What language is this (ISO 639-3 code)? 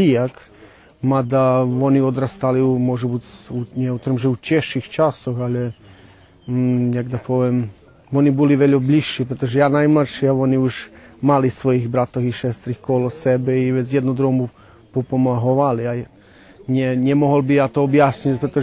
rue